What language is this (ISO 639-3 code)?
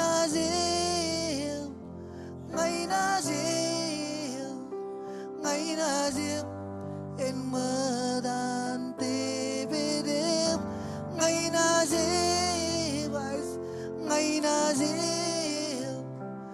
mah